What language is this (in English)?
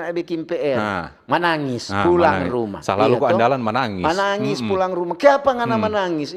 Manado Malay